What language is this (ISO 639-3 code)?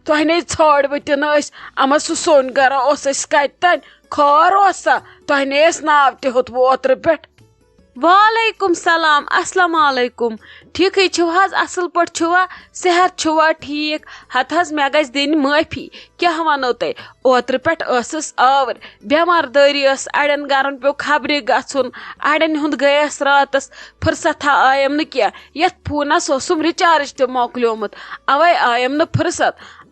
kas